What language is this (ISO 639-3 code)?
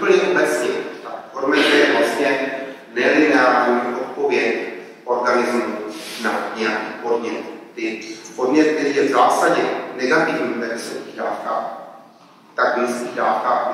ces